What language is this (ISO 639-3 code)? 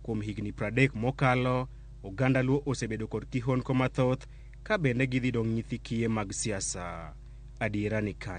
luo